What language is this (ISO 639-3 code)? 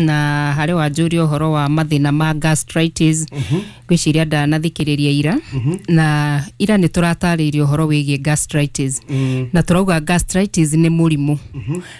kik